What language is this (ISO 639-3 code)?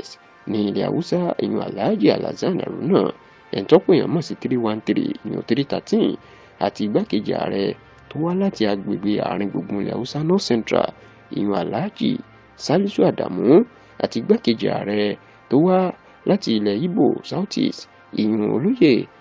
yor